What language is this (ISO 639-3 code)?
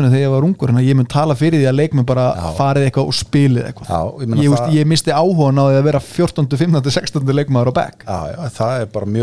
isl